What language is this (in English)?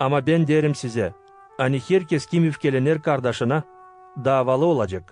Gagauz